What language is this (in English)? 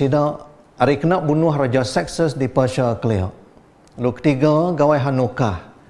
Iban